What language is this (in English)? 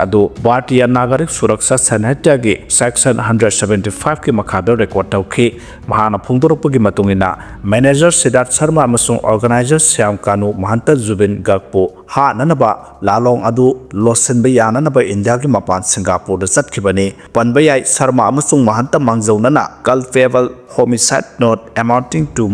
Manipuri